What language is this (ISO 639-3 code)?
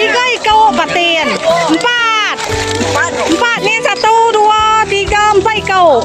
iba